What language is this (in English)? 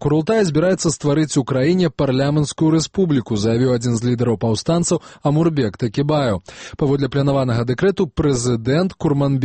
Belarusian